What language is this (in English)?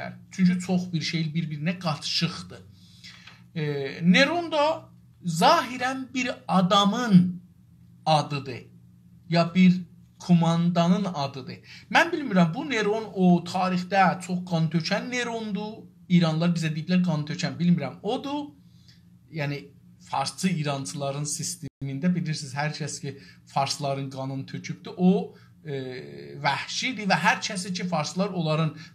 South Azerbaijani